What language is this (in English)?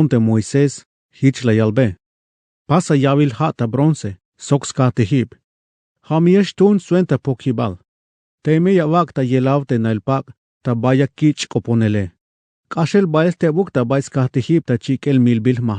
Tzeltal